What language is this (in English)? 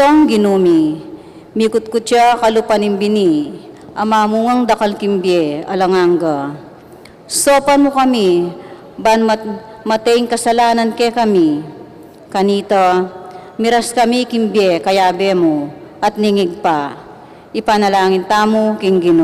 Pampanga